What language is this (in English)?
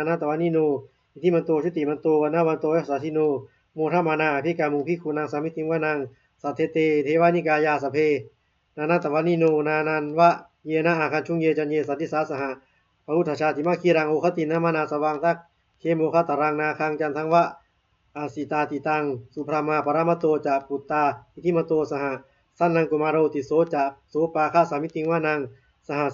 Pali